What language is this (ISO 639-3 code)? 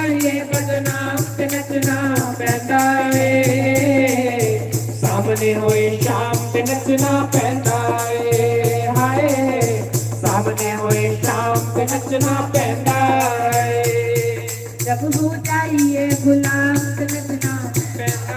doi